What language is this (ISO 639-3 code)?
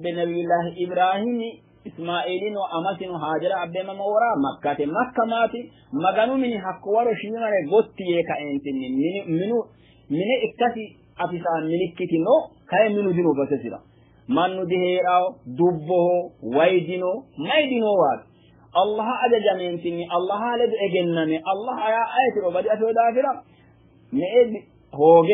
sid